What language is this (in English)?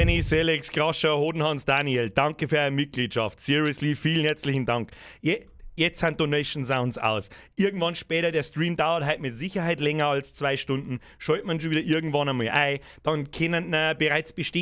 Bavarian